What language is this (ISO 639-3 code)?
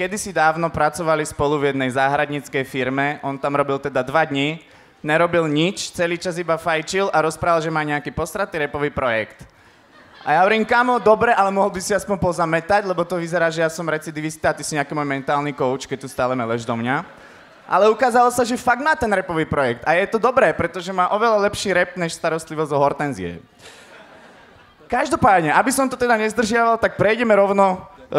slk